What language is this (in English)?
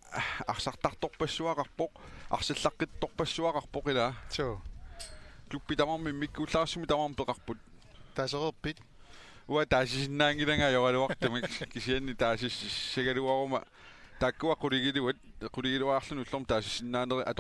Kalaallisut